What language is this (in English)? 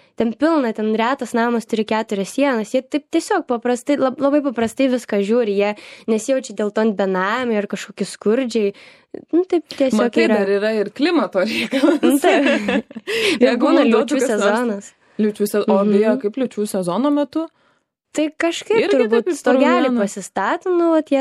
Lithuanian